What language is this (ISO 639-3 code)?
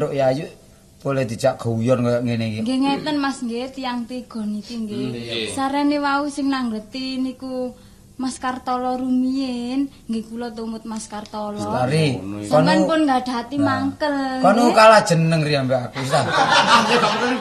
jav